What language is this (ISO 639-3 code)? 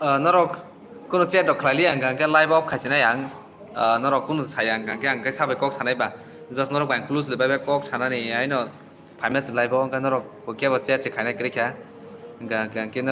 trp